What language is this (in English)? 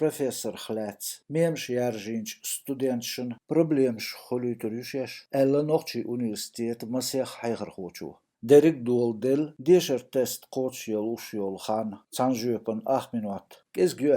Chechen